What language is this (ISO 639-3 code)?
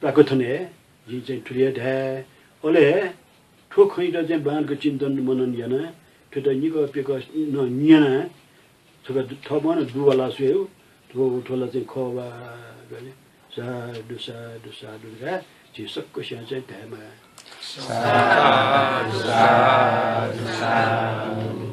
new